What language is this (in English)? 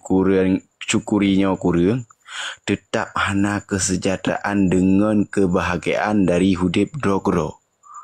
Achinese